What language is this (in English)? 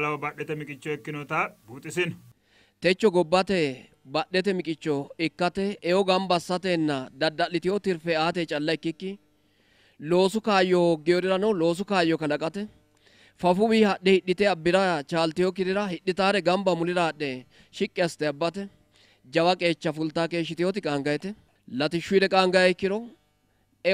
Sidamo